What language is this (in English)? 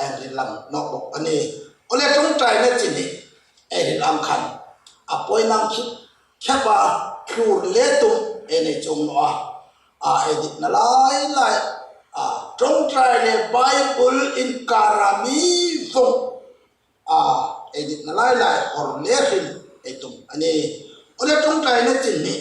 Hmar